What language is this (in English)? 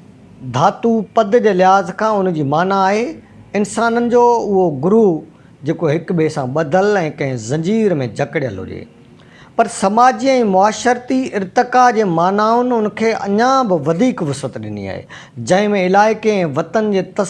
Sindhi